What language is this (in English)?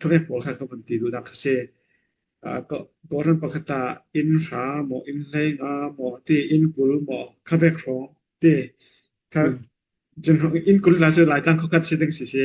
Falam Chin